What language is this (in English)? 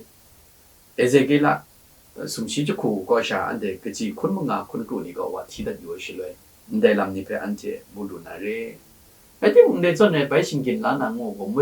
Kachin